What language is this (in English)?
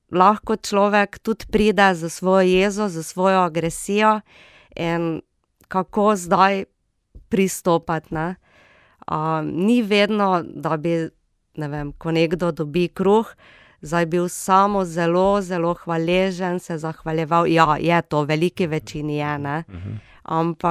Slovenian